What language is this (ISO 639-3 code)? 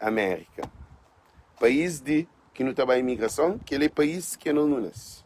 kea